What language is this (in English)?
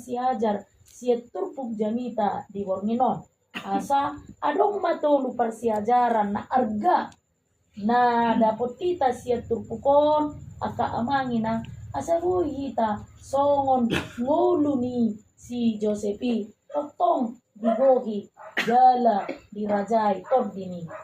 Batak Toba